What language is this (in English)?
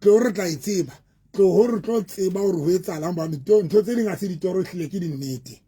Southern Sotho